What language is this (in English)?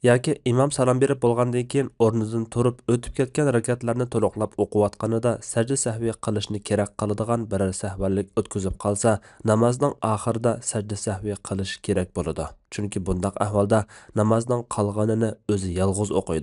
Uyghur